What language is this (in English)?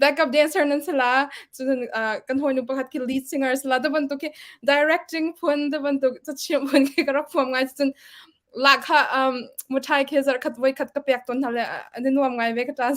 Hakha Chin